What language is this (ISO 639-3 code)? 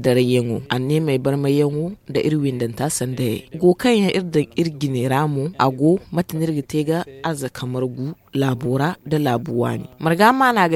dje